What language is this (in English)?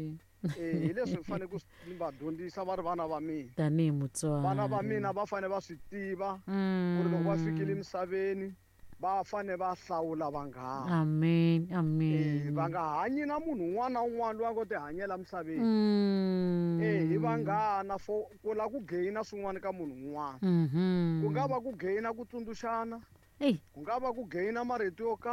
Tsonga